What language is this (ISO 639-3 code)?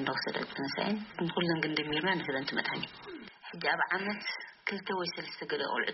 tir